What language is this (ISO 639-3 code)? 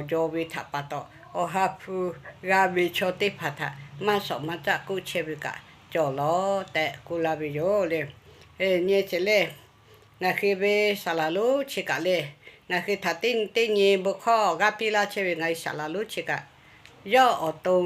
lhu